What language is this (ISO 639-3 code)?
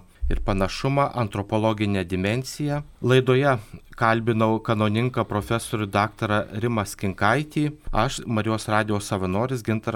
lit